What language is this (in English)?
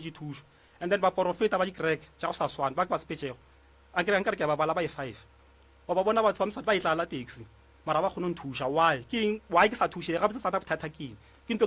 Northern Sotho